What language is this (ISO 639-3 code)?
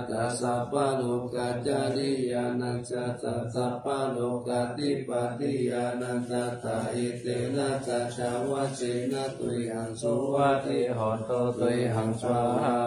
pli